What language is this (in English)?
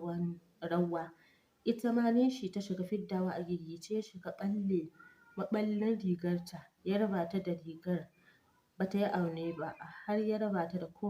Hausa